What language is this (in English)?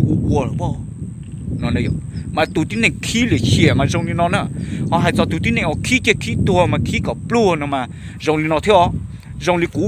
Hmong